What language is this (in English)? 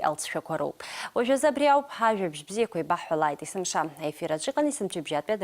Abkhazian